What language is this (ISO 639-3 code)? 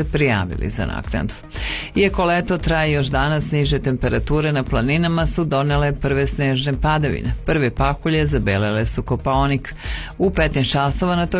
srp